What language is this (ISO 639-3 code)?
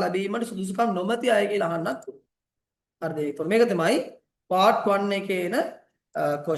sin